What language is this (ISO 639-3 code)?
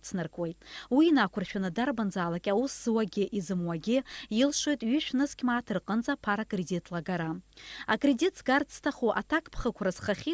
abk